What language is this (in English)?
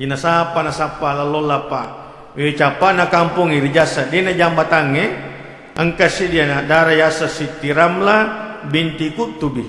Buginese